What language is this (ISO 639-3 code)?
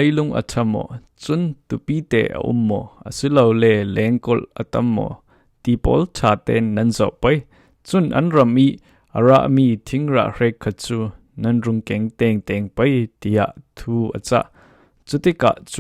cfm